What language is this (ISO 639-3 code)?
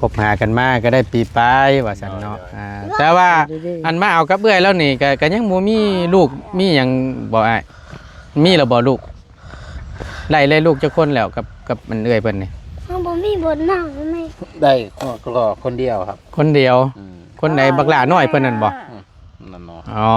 tts